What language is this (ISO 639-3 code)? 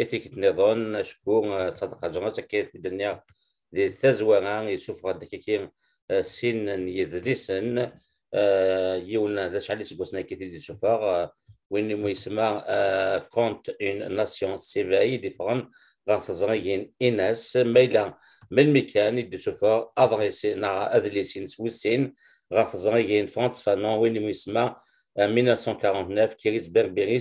kab